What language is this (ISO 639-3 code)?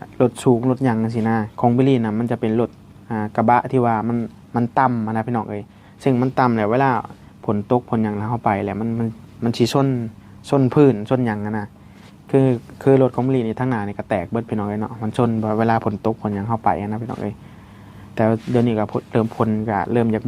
tts